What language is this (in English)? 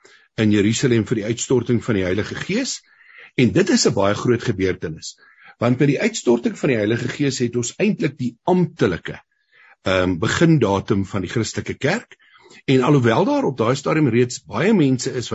Afrikaans